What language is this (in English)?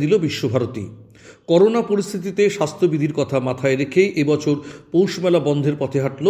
Bangla